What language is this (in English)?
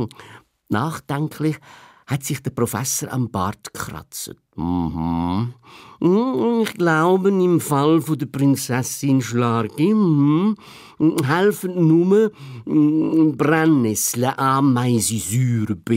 Swiss German